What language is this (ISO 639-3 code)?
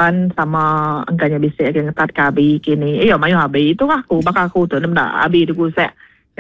iba